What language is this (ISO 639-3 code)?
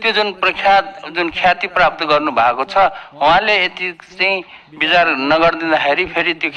nep